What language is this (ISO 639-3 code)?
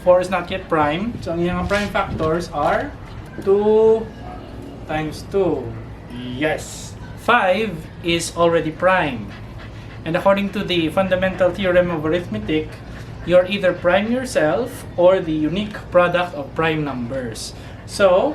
hil